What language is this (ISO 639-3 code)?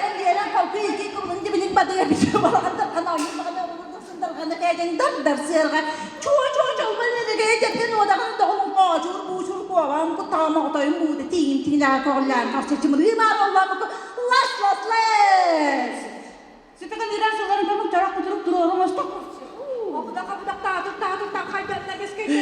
sah